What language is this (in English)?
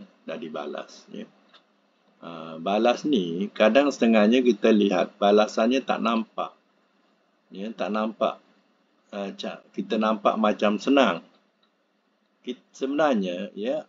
Malay